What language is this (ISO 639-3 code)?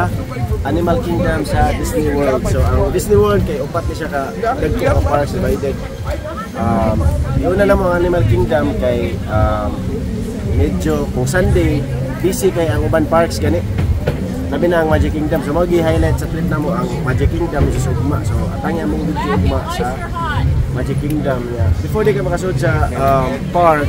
ceb